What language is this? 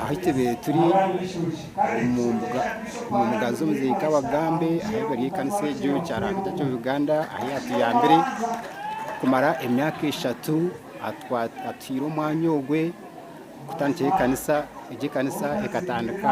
Nyankole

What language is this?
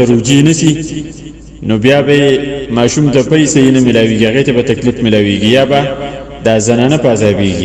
Pashto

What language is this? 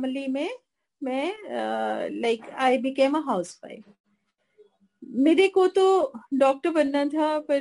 Hindi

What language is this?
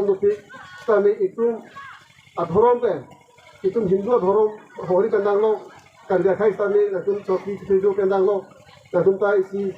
Karbi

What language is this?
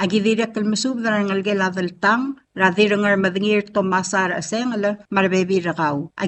Palauan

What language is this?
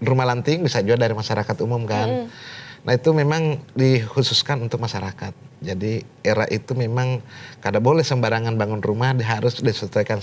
Banjar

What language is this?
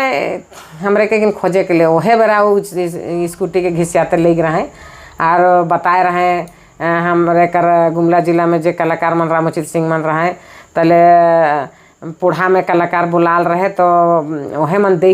Sadri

